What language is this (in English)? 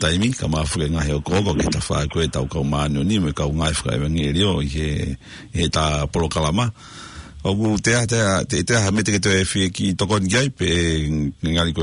Tongan